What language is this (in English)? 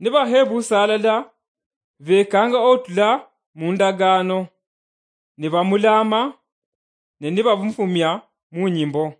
Luyia